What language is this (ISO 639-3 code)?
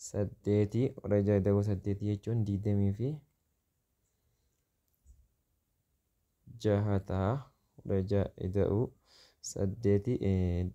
orm